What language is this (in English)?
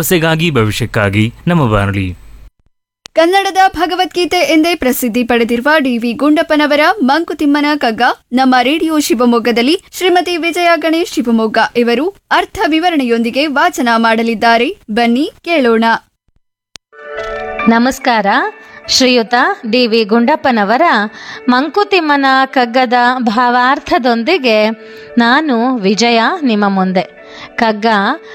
Kannada